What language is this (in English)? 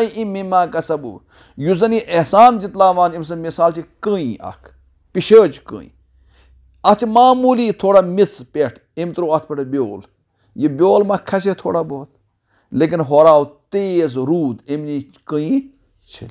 Kashmiri